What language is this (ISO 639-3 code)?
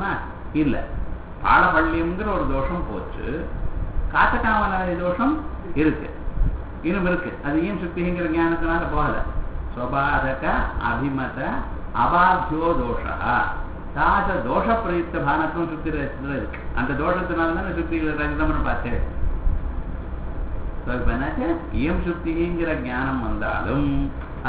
tam